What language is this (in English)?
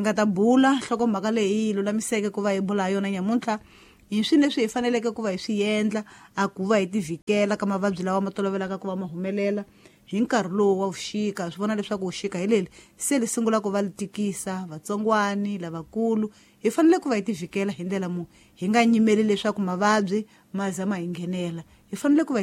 Tsonga